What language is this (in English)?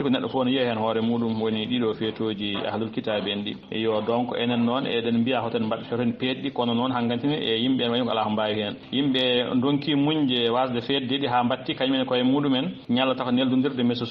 Fula